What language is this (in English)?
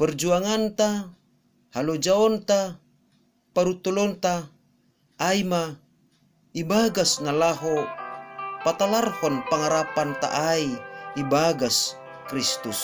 Batak Simalungun